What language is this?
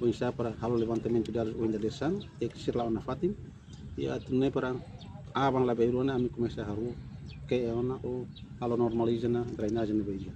Tetum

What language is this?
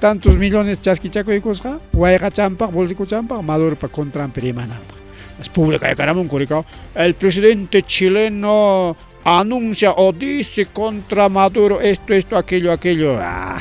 Ayacucho Quechua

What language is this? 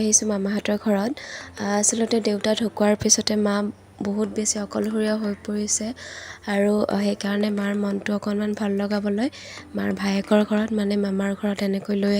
Assamese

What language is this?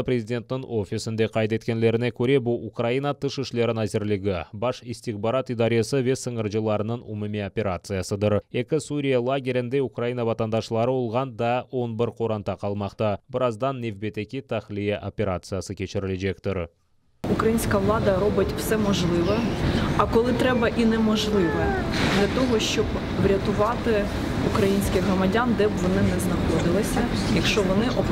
Crimean Tatar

